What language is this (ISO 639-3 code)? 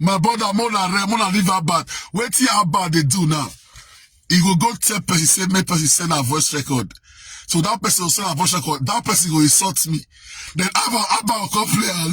pcm